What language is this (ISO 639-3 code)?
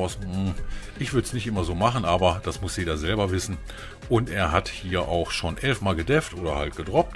deu